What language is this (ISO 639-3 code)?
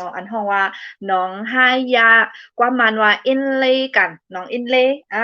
shn